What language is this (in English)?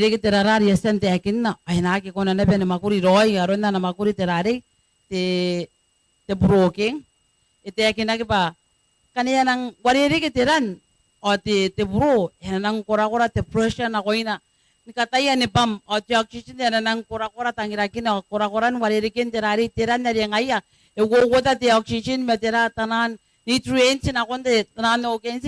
Gilbertese